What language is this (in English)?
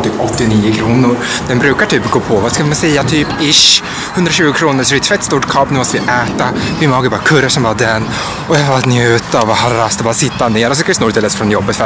Swedish